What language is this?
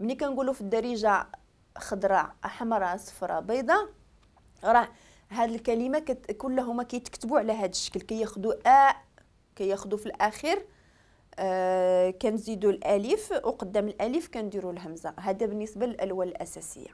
Moroccan Arabic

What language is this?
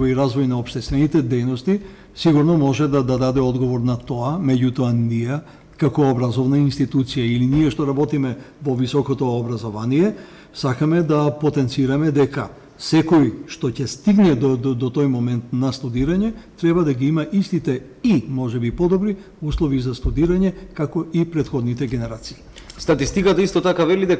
Macedonian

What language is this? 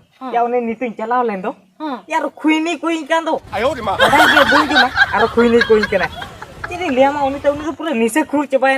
Santali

